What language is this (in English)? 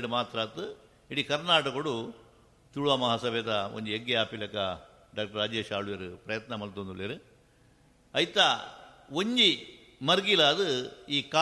Tulu